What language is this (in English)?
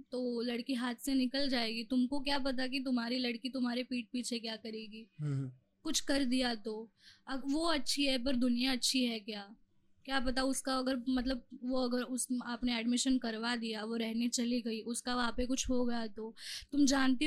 Hindi